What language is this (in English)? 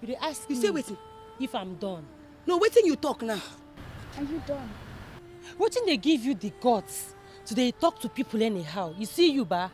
Nigerian Pidgin